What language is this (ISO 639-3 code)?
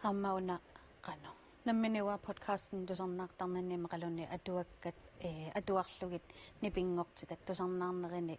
kal